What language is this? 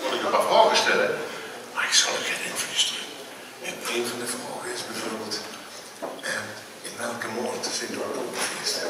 Limburgish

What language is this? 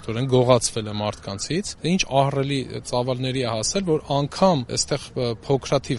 Armenian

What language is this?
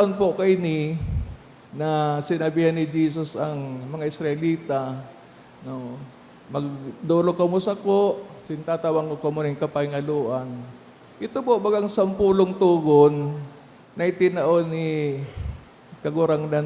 Bikol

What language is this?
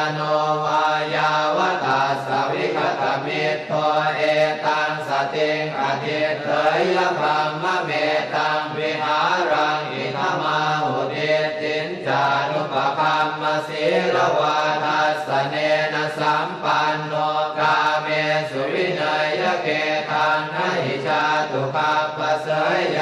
Pali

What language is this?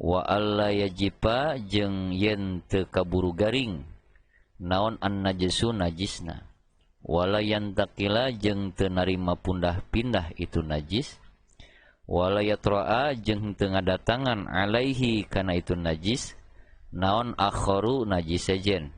Sundanese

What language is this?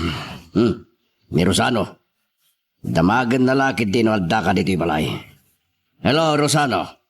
Iloko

